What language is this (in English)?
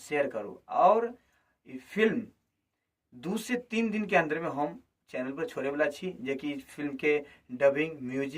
Maithili